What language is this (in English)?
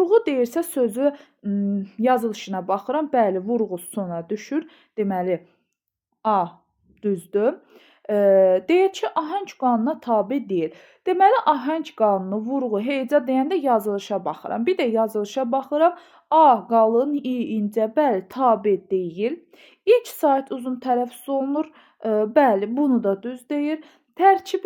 Azerbaijani